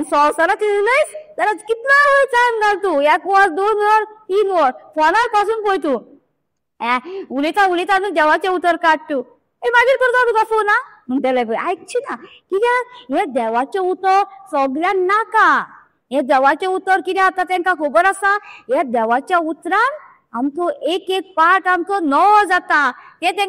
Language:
Konkani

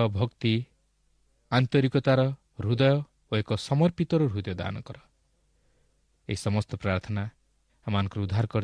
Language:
Odia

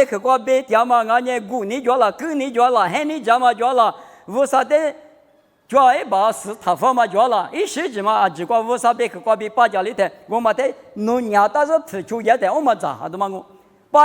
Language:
Lisu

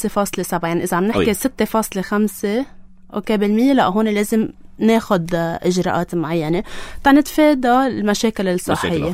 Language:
North Levantine Arabic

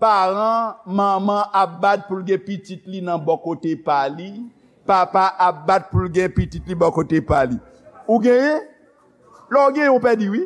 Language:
Haitian Creole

